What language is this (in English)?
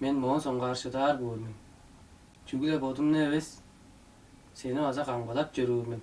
Tuvinian